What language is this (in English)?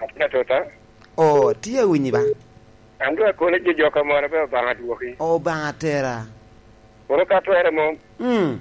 Lango (Uganda)